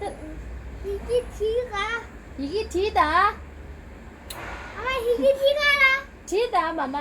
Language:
Tibetan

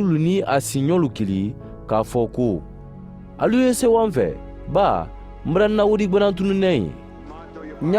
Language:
Mandingo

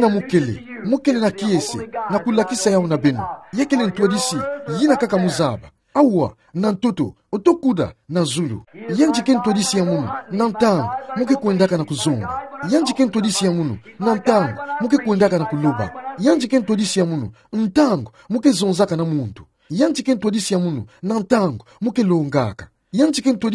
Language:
Kituba (Democratic Republic of Congo)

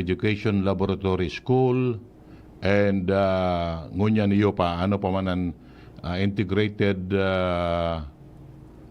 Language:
Bikol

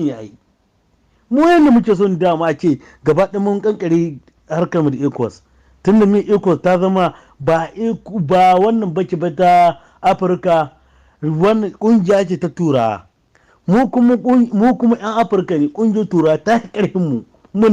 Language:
Hausa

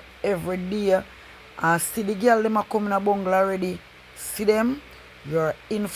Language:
Jamaican Creole English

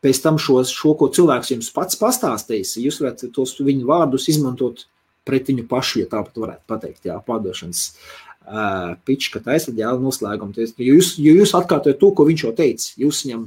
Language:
Latvian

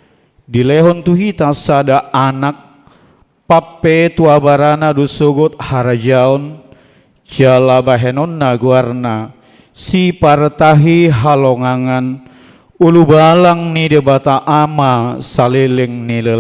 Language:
Batak Toba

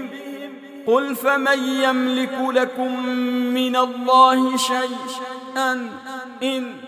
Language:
Arabic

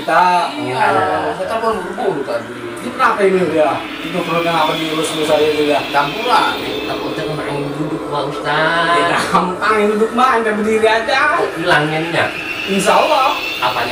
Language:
Betawi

